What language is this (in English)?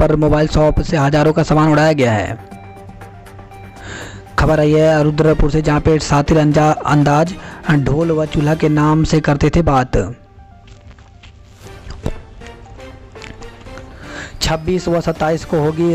Hindi